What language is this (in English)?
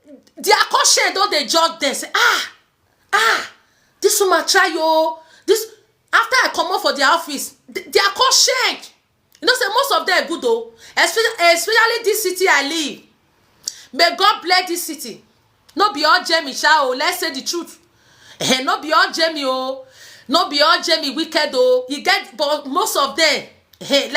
Nigerian Pidgin